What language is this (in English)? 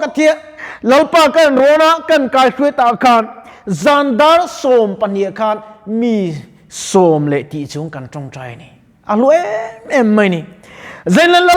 Mizo